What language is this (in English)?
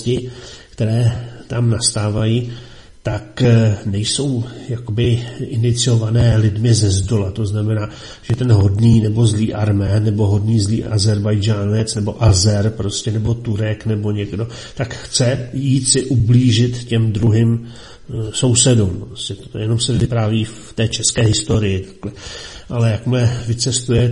Czech